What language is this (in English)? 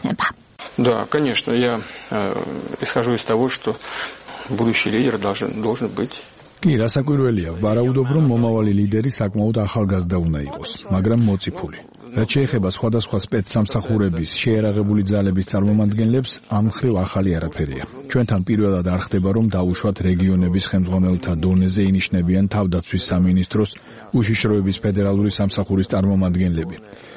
Georgian